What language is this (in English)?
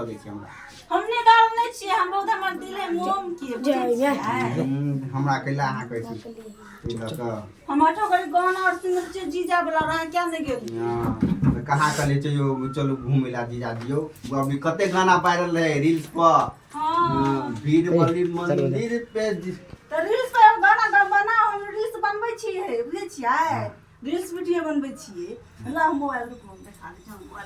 Maithili